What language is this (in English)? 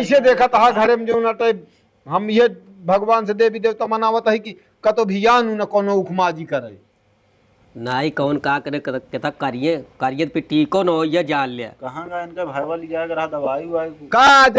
Awadhi